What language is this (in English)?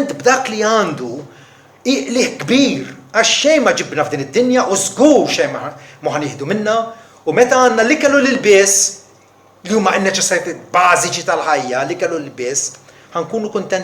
Maltese